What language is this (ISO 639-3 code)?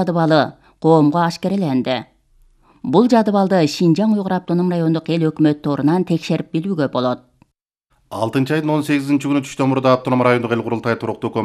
kir